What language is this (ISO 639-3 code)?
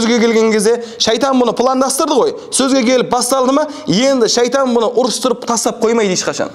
kaz